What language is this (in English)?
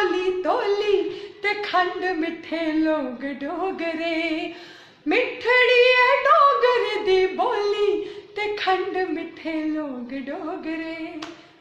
Dogri